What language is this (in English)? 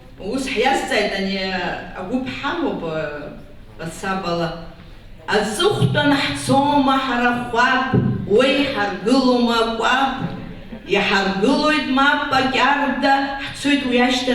Abkhazian